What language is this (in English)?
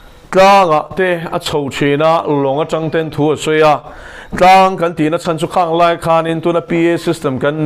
Mizo